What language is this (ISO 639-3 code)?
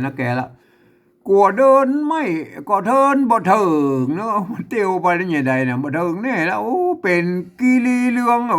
nod